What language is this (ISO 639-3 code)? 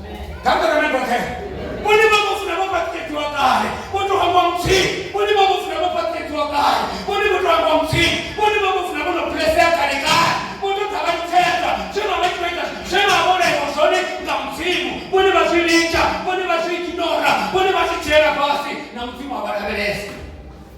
ven